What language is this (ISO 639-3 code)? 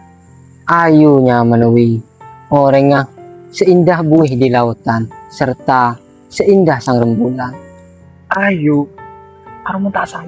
mad